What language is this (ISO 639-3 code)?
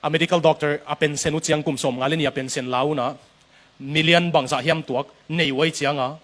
ctd